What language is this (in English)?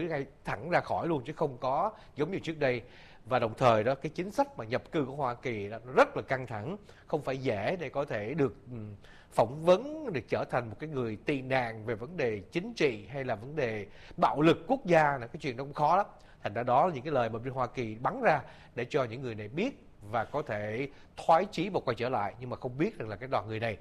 Vietnamese